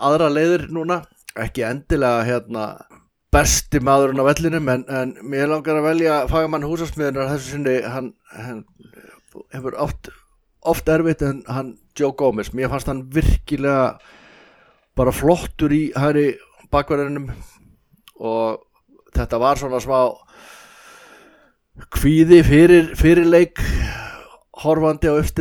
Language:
Icelandic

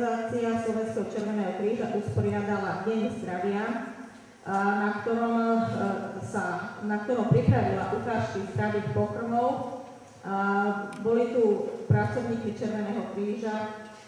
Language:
Slovak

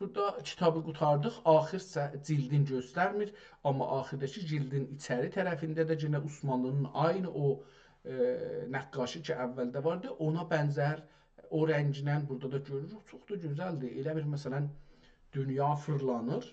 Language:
South Azerbaijani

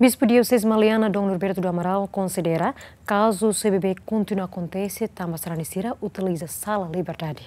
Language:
Tetum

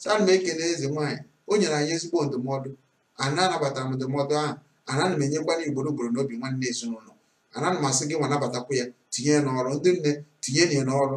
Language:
Igbo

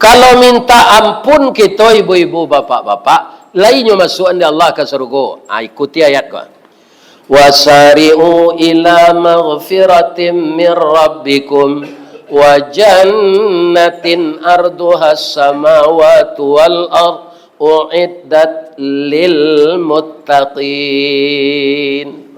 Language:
Minangkabau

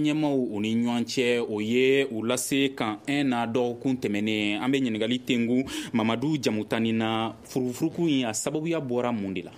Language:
Bambara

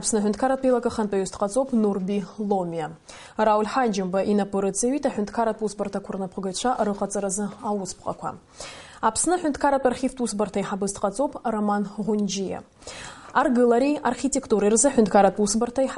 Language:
Abkhazian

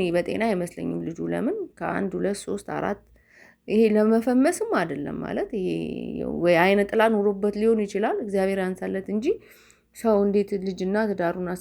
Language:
Amharic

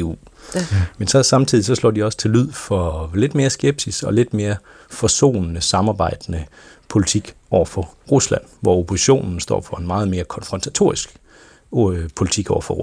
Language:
Danish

